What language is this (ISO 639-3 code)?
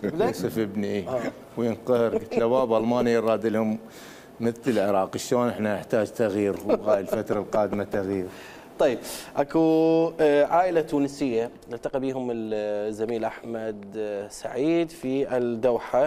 acm